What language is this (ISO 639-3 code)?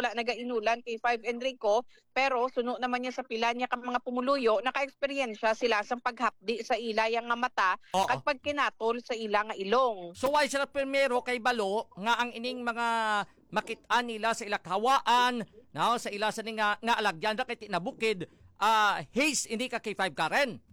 hil